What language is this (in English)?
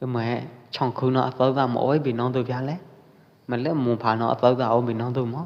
Pwo Eastern Karen